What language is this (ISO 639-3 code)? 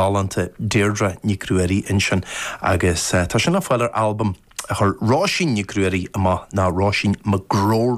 gle